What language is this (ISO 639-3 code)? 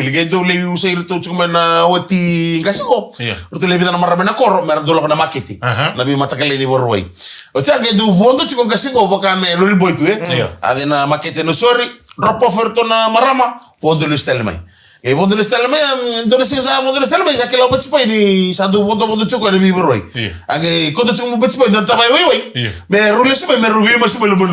fij